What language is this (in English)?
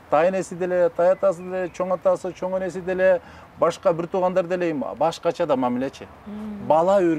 Kyrgyz